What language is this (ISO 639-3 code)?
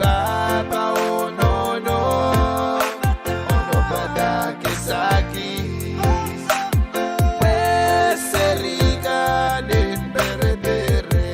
pon